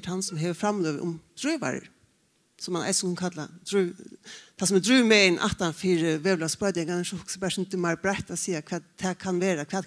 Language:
Faroese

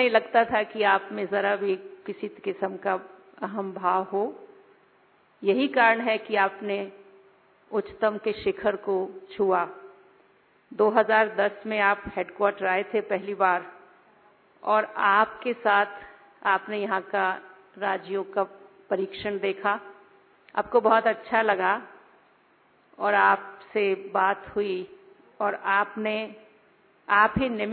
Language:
Hindi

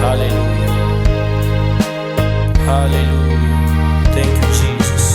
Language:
Venda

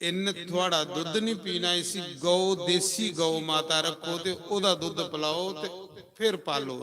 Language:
Dogri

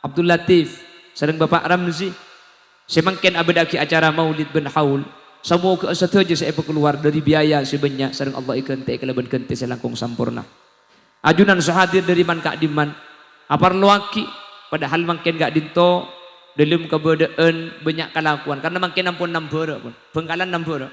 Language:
Madurese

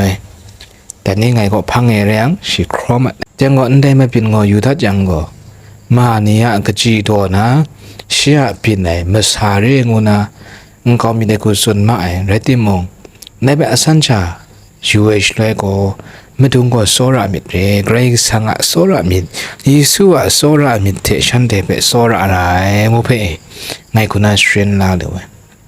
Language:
Kachin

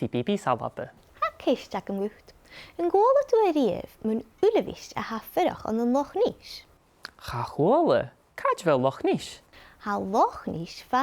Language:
Scottish Gaelic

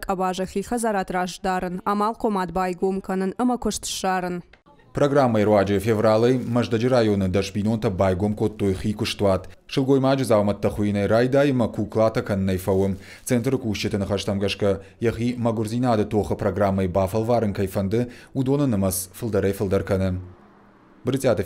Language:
Ossetic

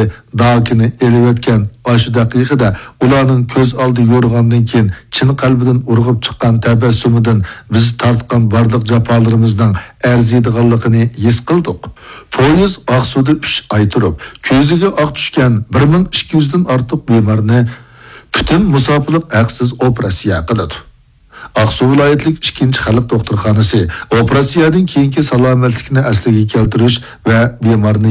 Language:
Uyghur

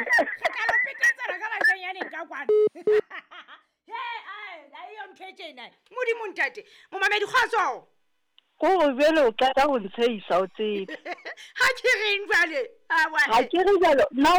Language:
Southern Sotho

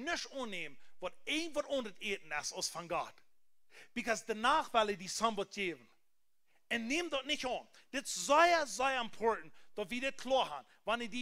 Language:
Plautdietsch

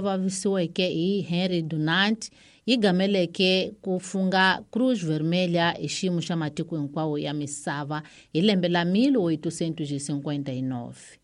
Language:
Tsonga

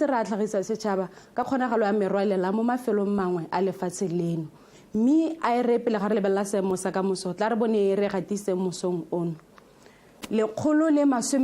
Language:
Tswana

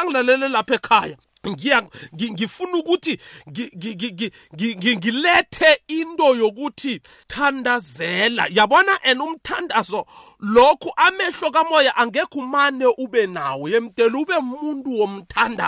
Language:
South Ndebele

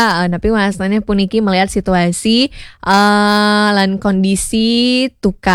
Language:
Balinese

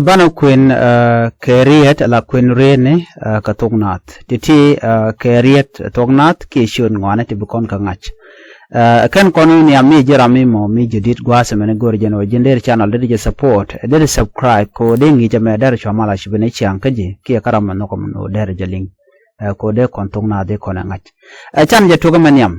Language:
Nuer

